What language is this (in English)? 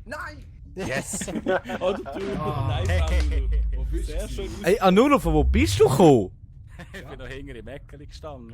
Swiss German